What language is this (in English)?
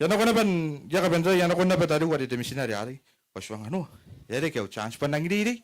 Gilbertese